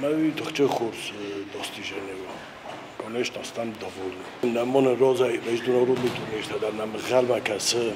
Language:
Ossetic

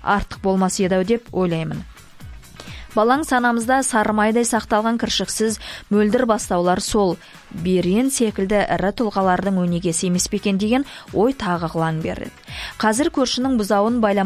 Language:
Kazakh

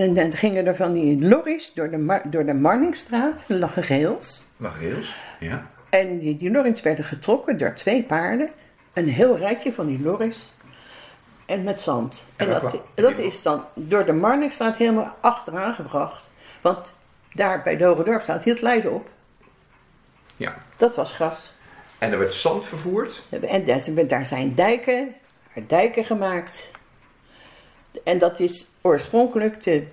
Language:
Dutch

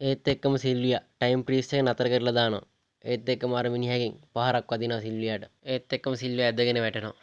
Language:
Sinhala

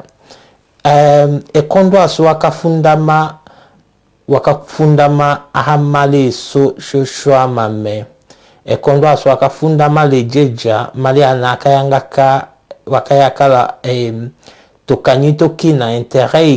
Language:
Tetela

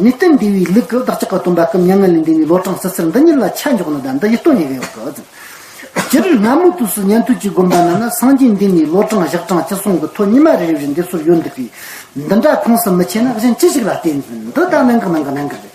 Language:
Amdo Tibetan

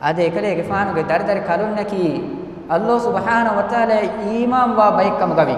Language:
Divehi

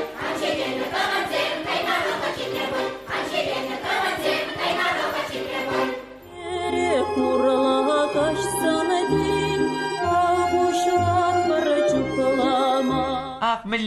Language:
Chuvash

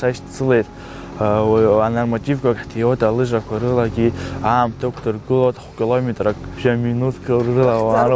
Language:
Abkhazian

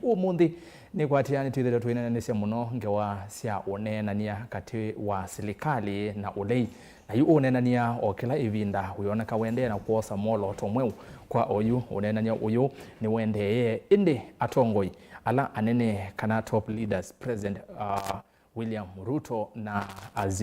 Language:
Kamba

